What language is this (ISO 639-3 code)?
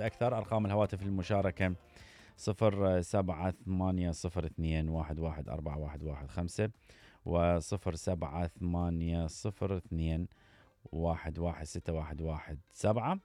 acm